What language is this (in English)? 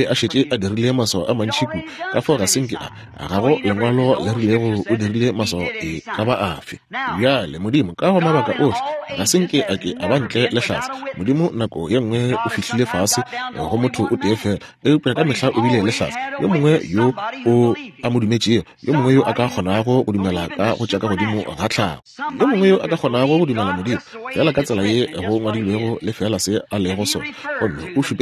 Northern Sotho